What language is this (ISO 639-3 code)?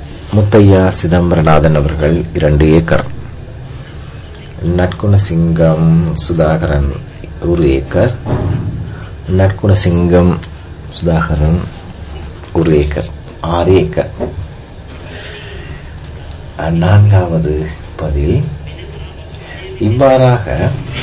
tam